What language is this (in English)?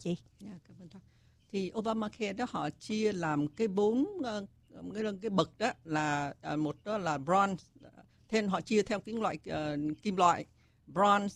Vietnamese